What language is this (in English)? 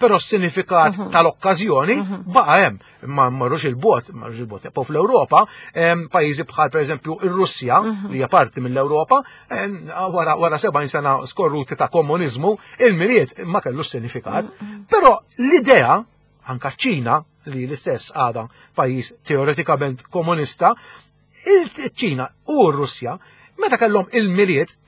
Maltese